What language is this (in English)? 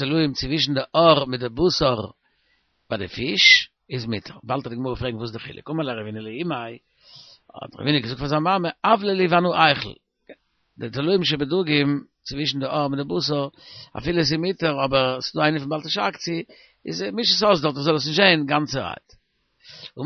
Yiddish